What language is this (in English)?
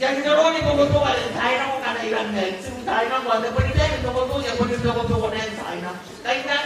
Gilbertese